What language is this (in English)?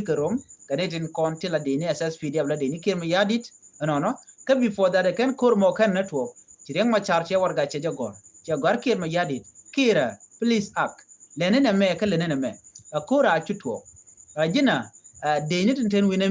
Nuer